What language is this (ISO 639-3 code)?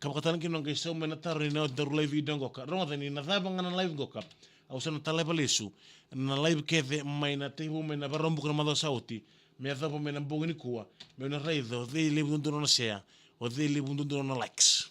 fij